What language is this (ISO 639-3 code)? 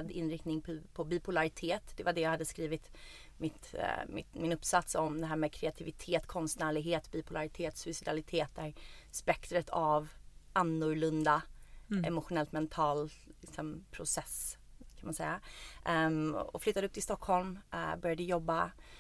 swe